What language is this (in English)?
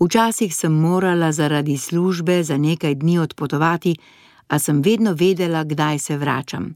Slovenian